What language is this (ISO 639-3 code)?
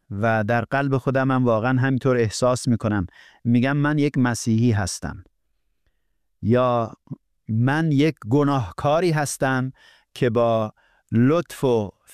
fas